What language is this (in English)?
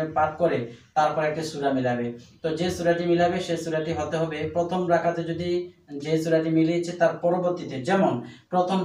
Bangla